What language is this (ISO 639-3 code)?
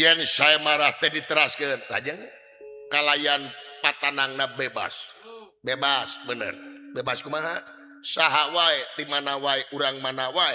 sun